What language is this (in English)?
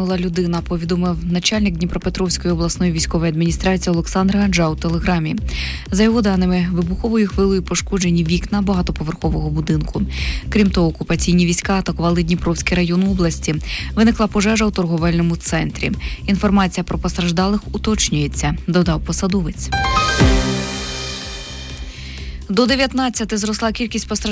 Ukrainian